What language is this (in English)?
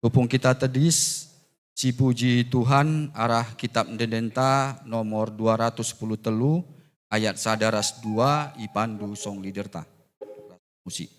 Batak Karo